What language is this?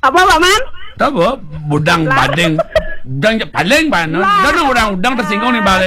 Balinese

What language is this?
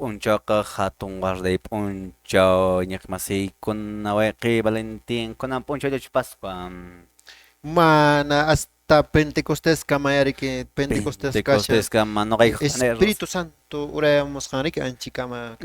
Quechua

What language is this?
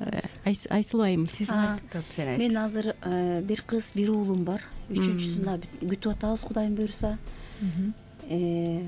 Kyrgyz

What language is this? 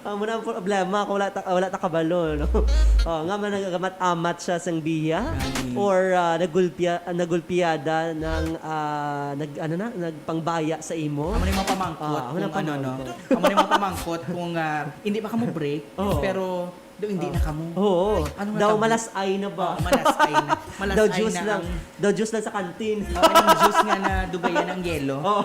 Hiligaynon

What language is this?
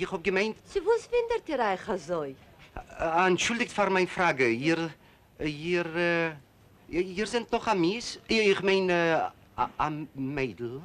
Yiddish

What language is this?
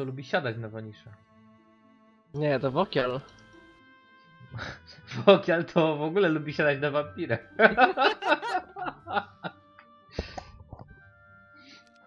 Polish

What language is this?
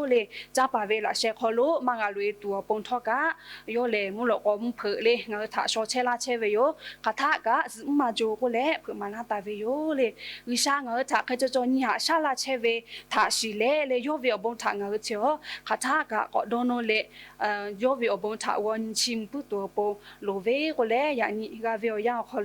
Lahu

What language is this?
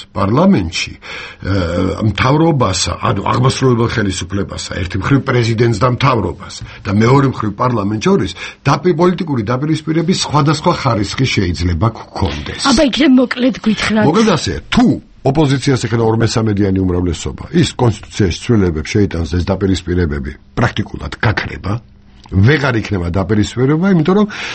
Georgian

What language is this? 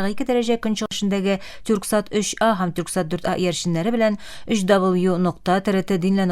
Tatar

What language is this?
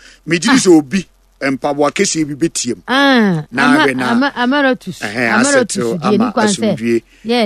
Akan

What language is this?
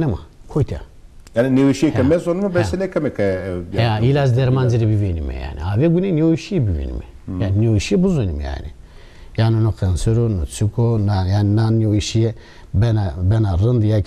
Zaza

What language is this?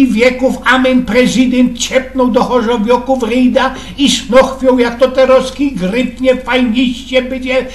Silesian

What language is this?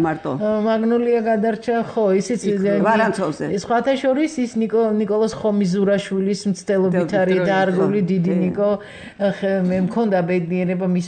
Georgian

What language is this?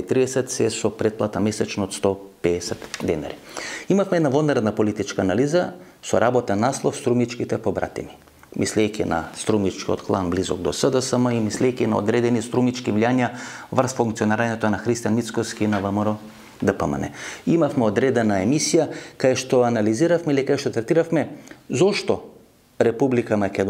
Macedonian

